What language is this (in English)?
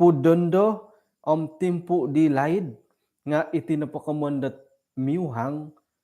Central Dusun